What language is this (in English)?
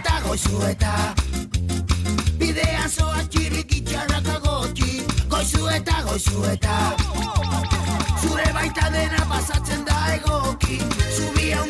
Basque